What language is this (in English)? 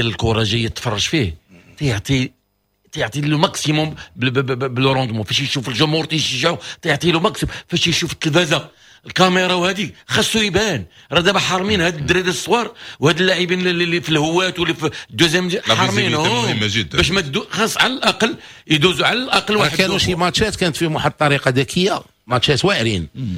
Moroccan Arabic